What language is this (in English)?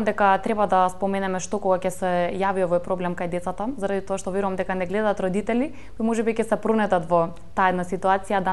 Macedonian